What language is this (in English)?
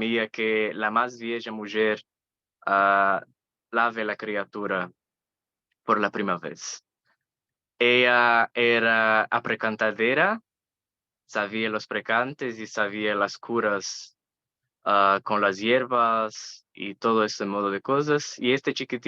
Ladino